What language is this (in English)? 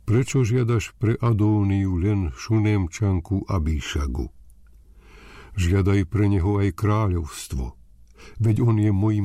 Slovak